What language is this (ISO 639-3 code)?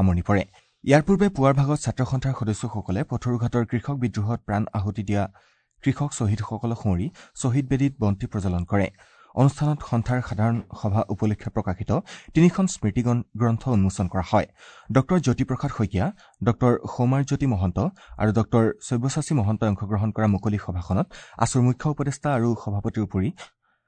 asm